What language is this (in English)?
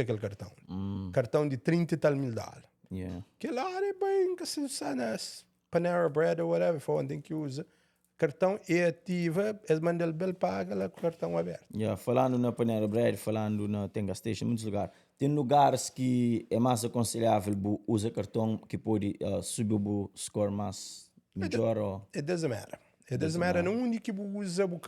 Kabuverdianu